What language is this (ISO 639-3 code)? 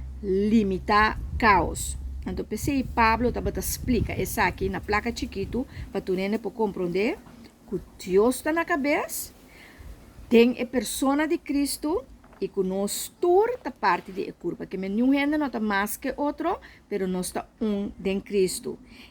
pap